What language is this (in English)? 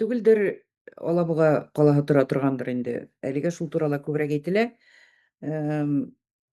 Bashkir